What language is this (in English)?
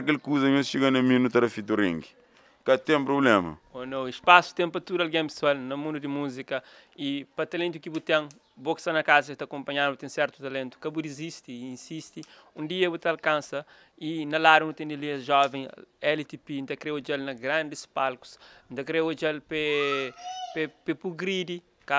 Kabuverdianu